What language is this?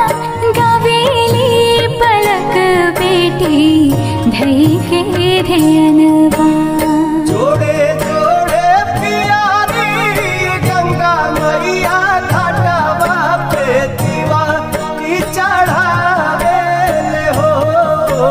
Bhojpuri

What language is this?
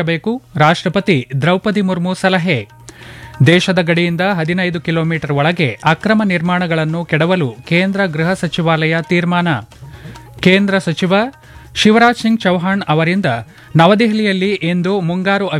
Kannada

